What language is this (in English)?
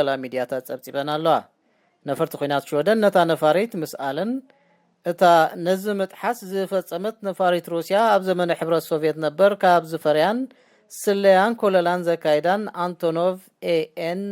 Tigrinya